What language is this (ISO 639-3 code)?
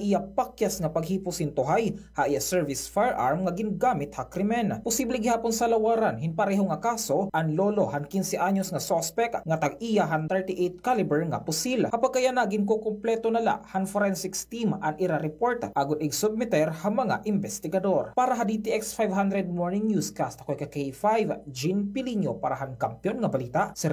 war